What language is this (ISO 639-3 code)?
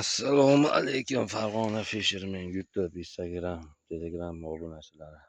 uzb